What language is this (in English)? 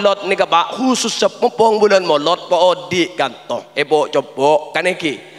Madurese